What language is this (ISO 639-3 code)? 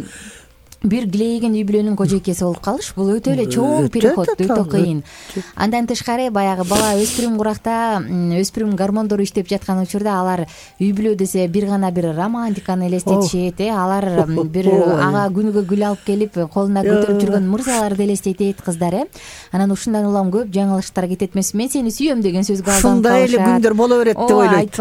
kir